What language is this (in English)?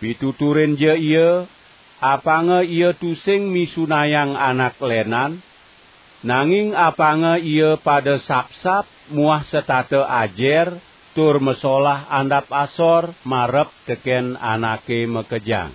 Balinese